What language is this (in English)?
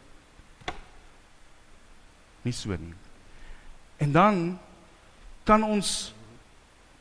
Afrikaans